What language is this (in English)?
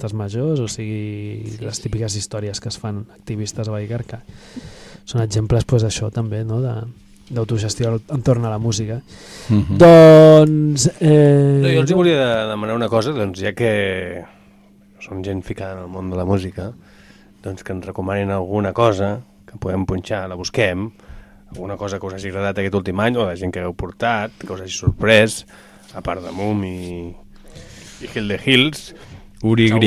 Catalan